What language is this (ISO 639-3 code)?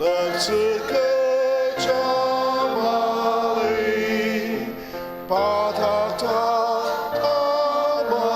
njo